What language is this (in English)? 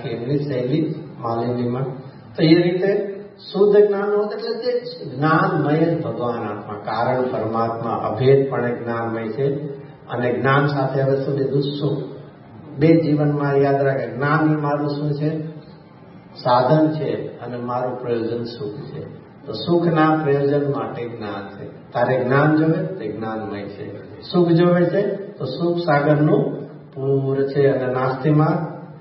Gujarati